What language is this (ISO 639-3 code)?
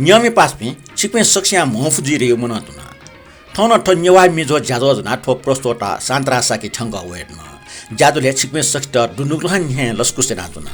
new